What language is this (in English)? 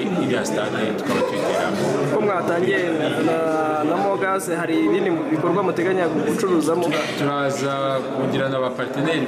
Kinyarwanda